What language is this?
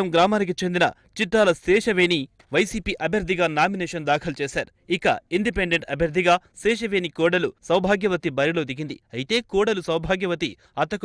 Telugu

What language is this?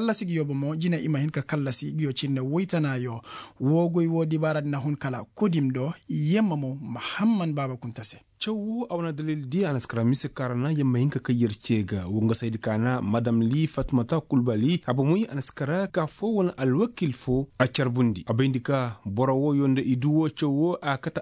Koyraboro Senni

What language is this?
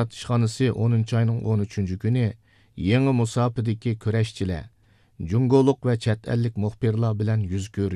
Uyghur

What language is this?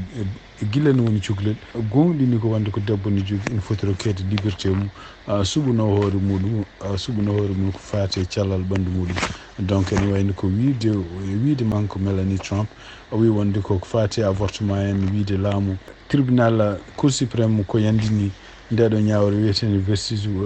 Fula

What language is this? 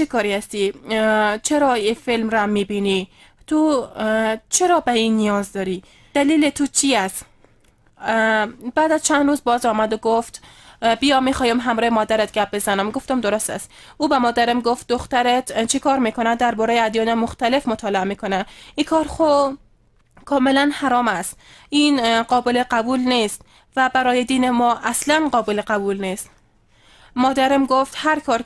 Persian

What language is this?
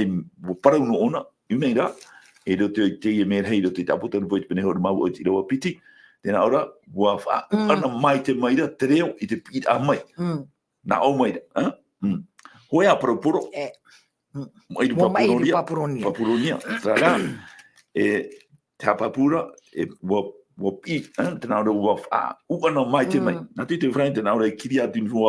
Tahitian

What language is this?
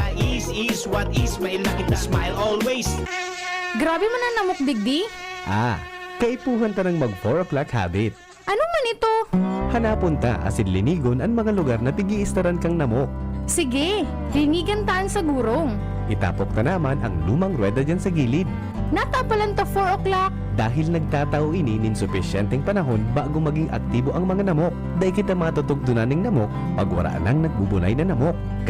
Bikol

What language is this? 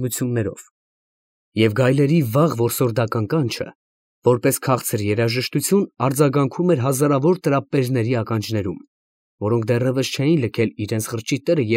Armenian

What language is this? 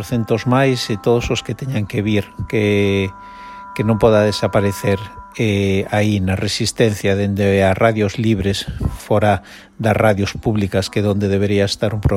Galician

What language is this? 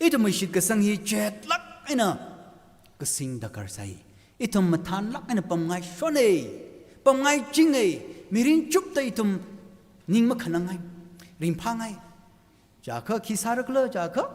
Tangkhul Naga (India)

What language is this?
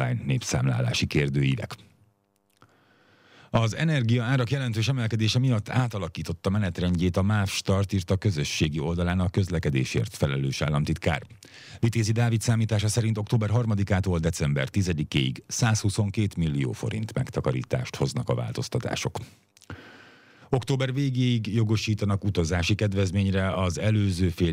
Hungarian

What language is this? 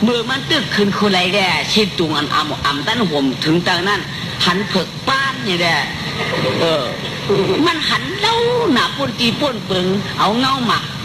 Shan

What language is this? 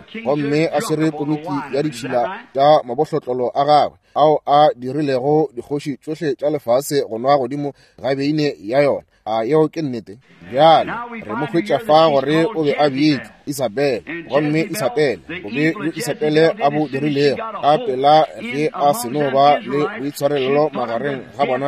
Northern Sotho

